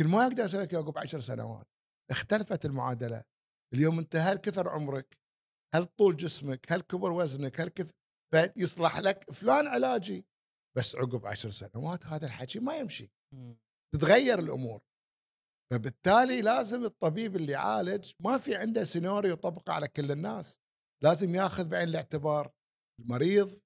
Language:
Gulf Arabic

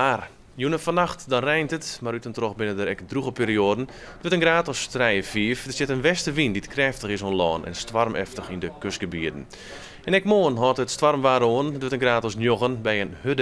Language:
Western Frisian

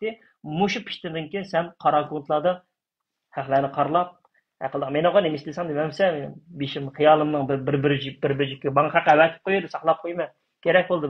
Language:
Uyghur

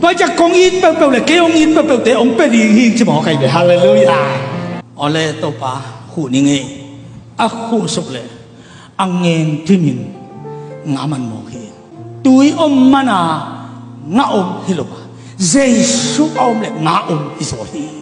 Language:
Tedim Chin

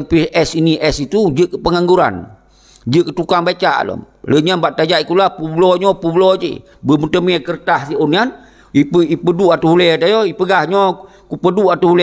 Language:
Achinese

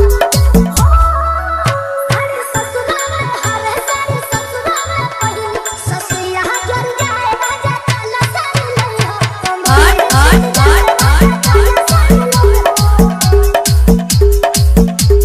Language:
Bhojpuri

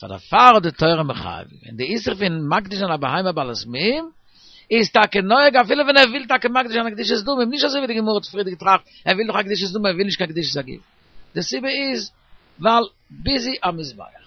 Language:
Yiddish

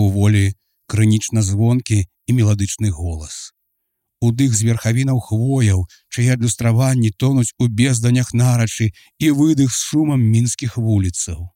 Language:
Belarusian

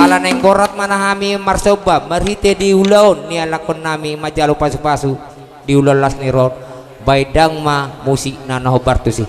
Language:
Batak Toba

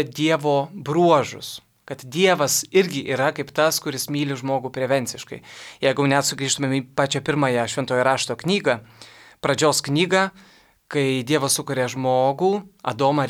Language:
Lithuanian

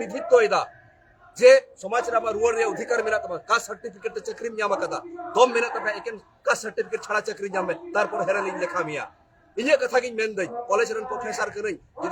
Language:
Santali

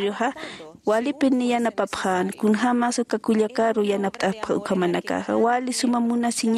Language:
Aymara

